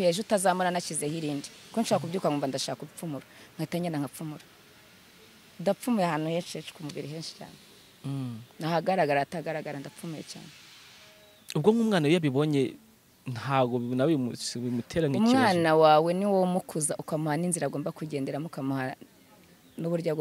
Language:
Kinyarwanda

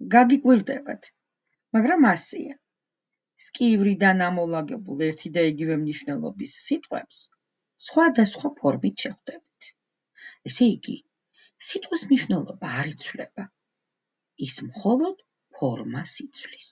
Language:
Georgian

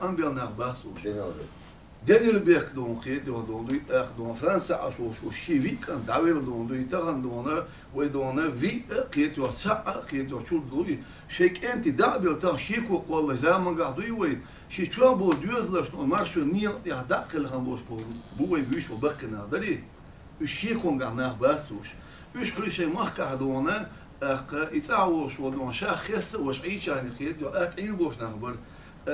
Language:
Chechen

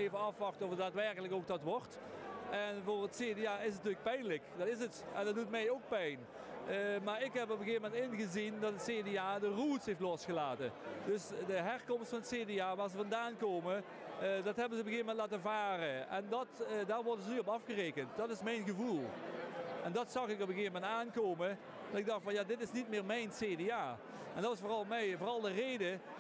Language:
Dutch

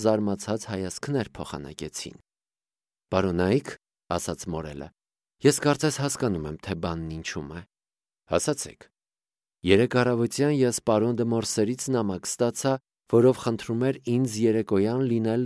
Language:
Armenian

